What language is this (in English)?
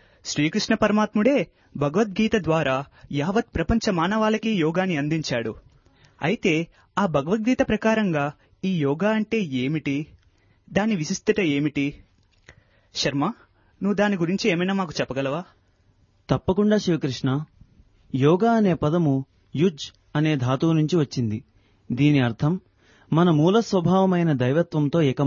Telugu